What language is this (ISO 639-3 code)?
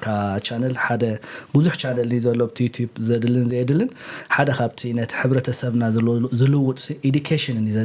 tir